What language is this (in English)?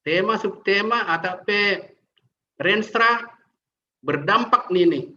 Batak Simalungun